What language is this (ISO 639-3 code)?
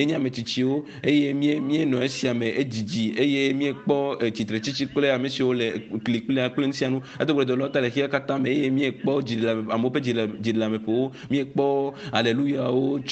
ewe